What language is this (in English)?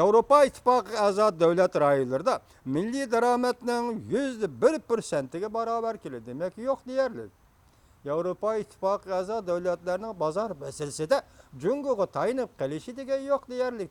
Uyghur